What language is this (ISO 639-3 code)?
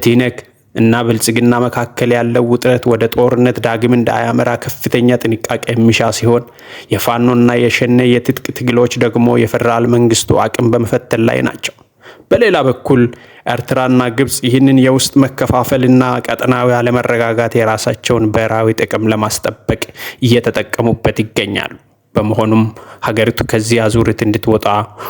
amh